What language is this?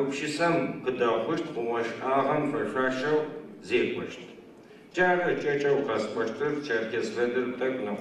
Adyghe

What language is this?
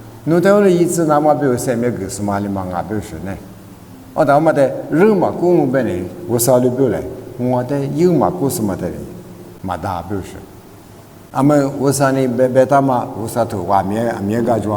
Lisu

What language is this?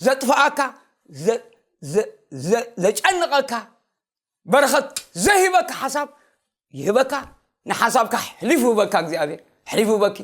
Tigrinya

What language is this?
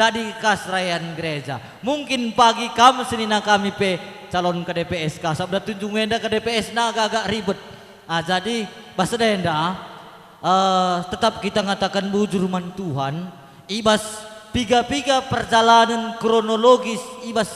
Batak Karo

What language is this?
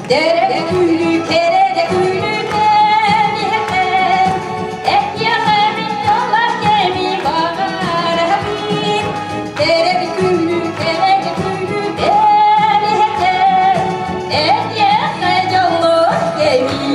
Yakut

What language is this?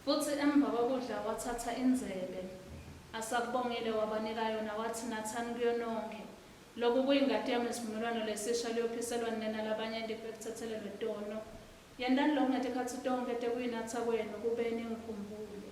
Swati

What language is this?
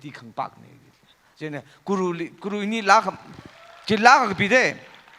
Tangkhul Naga (India)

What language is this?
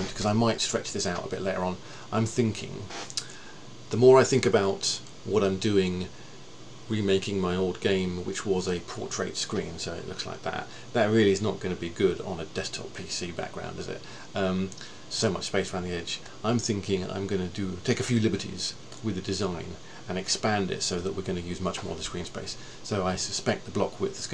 English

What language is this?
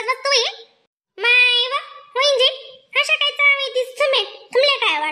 Khandesi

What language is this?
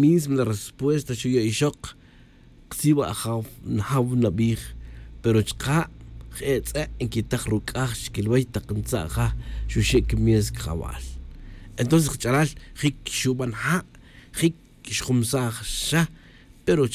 Tz'utujil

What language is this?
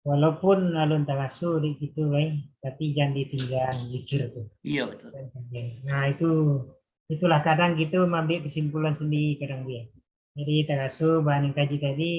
Minangkabau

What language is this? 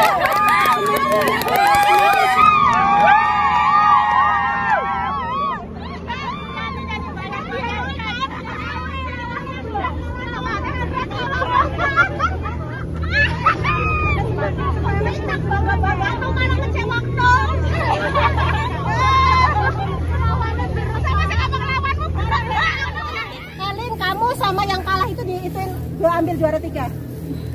Indonesian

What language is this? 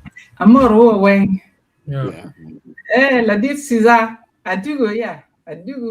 Acoli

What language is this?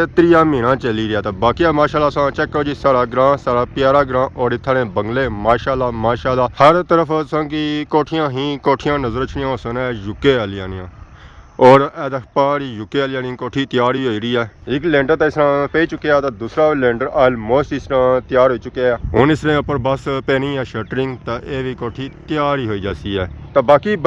Pahari-Potwari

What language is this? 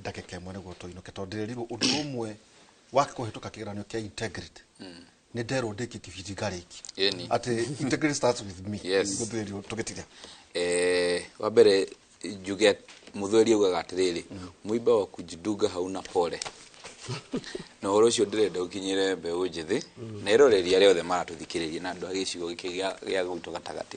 Kikuyu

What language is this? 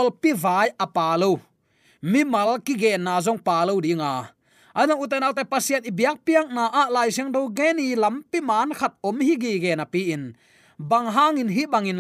Tedim Chin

